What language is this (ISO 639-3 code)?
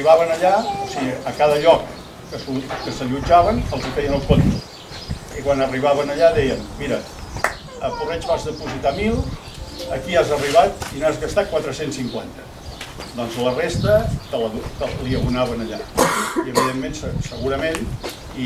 cat